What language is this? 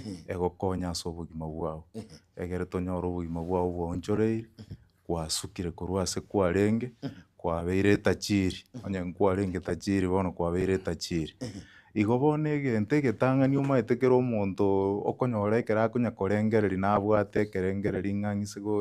Gusii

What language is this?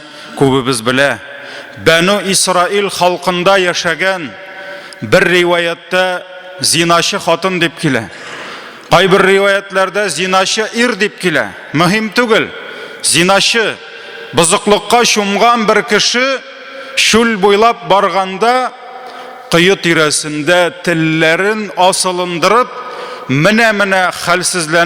Tatar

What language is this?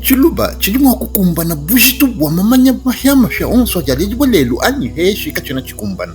Luba-Lulua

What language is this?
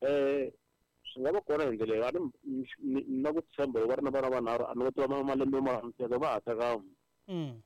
Tsonga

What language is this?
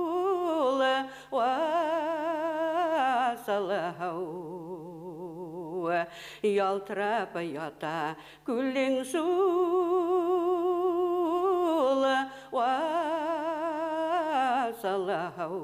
Bashkir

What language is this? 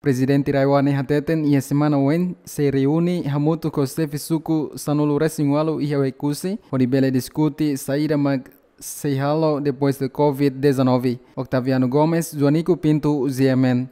Tetum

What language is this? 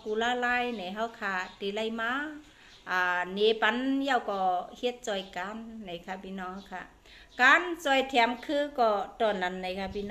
Shan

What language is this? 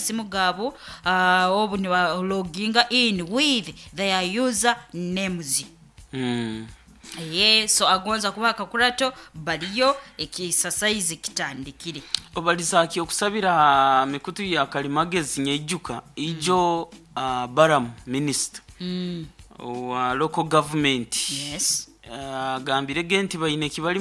Nyoro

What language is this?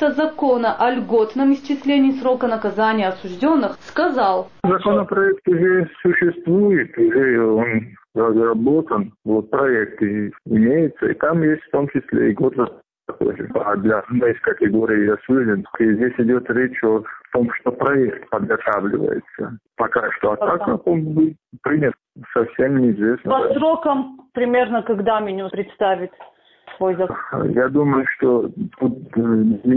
Russian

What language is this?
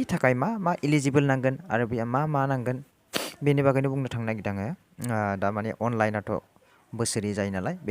Bodo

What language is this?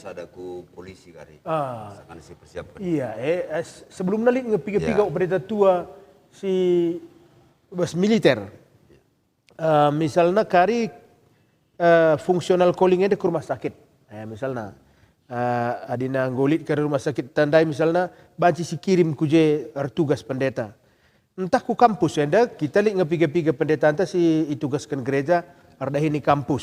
Batak Karo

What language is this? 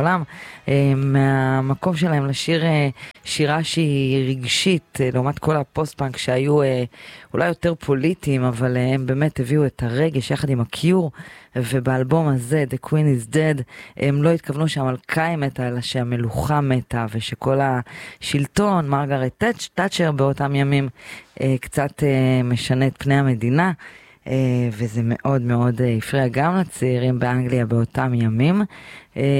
Hebrew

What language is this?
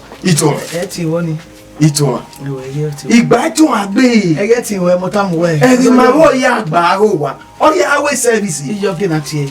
Bini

